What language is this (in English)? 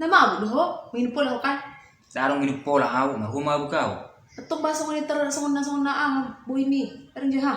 Batak Toba